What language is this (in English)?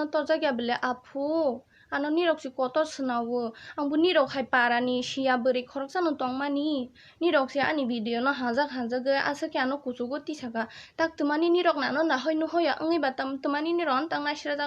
Kok Borok